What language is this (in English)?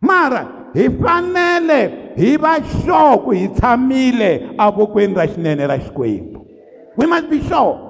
Tsonga